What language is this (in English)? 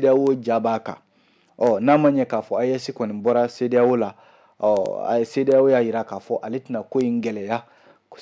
Bambara